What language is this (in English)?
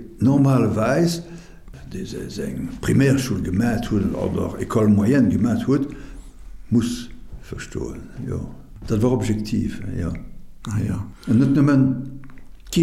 Luxembourgish